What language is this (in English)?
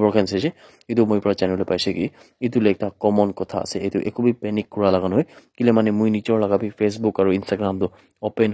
Naga Pidgin